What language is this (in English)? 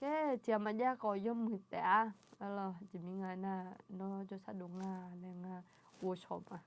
Akha